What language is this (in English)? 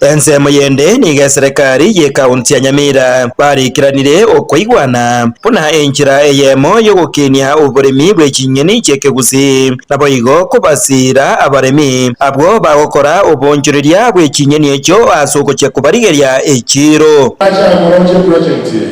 Gusii